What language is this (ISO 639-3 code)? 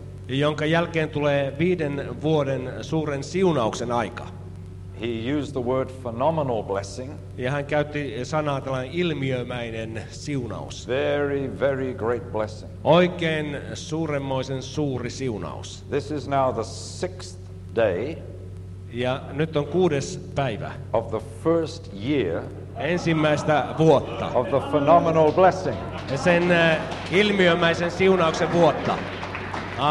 fin